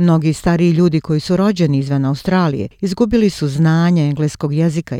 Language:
Croatian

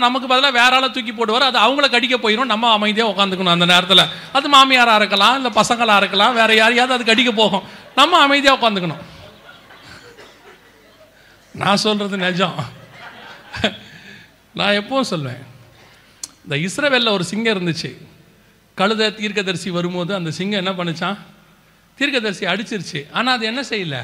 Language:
Tamil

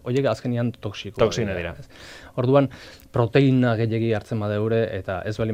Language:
Basque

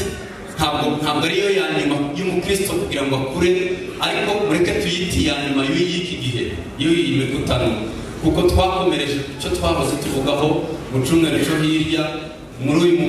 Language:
Kinyarwanda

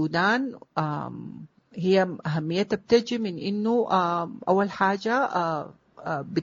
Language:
Sudanese Arabic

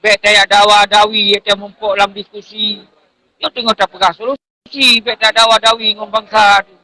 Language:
Achinese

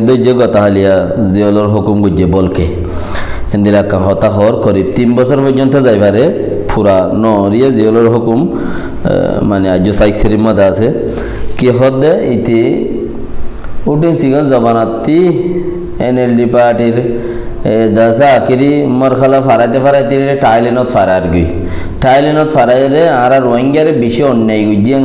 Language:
Rohingya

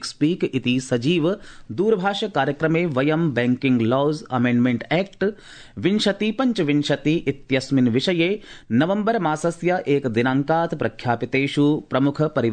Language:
Sanskrit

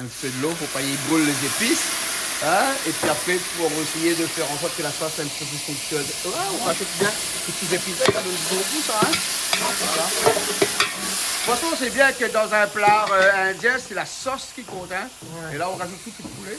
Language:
Réunion Creole French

